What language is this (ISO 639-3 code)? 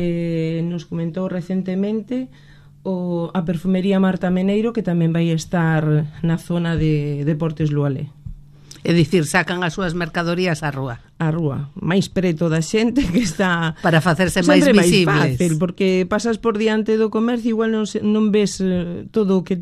glg